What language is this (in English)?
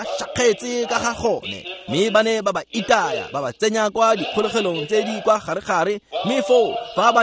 Tswana